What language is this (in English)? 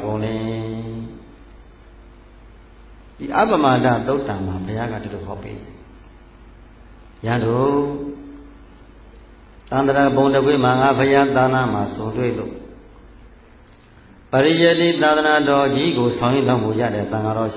Burmese